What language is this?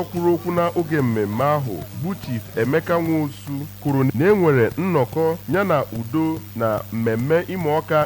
Igbo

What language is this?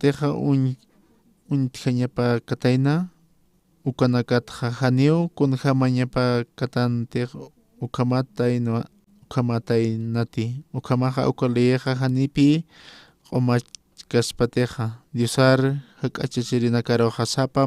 Aymara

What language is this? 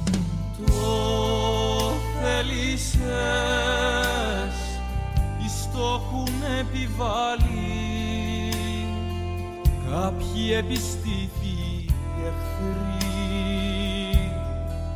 Greek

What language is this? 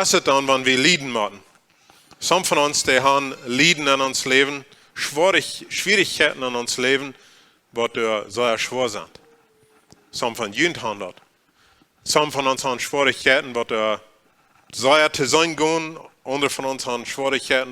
Plautdietsch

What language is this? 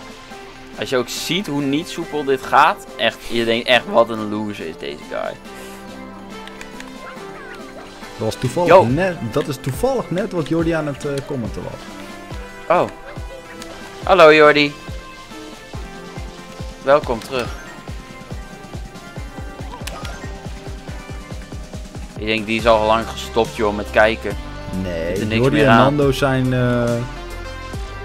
Dutch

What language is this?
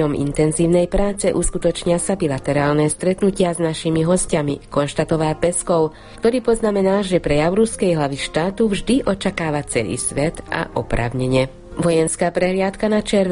Slovak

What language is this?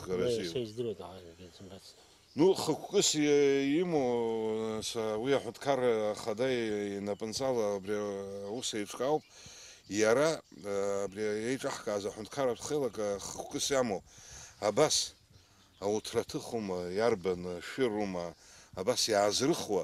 Abkhazian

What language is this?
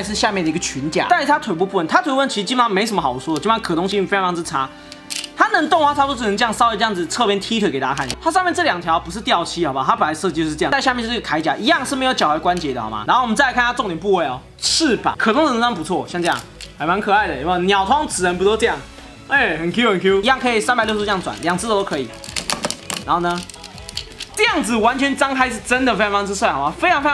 Chinese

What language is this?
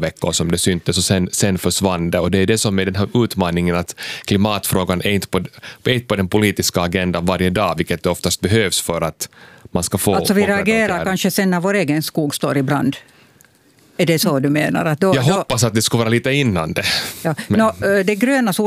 Swedish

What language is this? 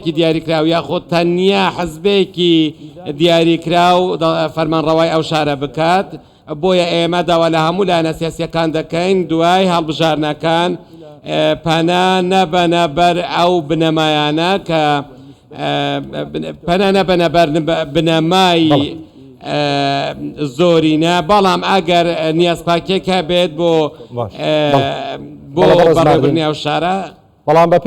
Central Kurdish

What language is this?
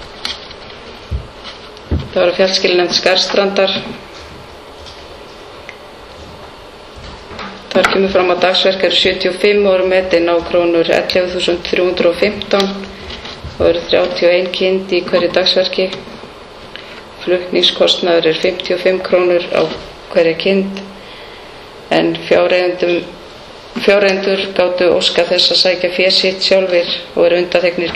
Icelandic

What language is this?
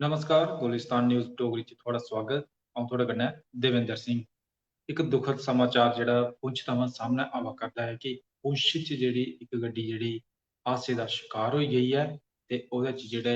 Dogri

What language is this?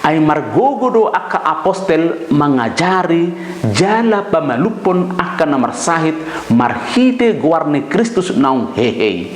Batak Toba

